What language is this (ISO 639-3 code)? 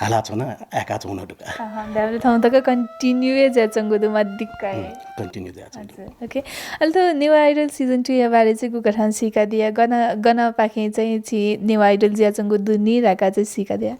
new